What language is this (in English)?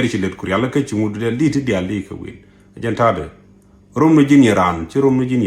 Nuer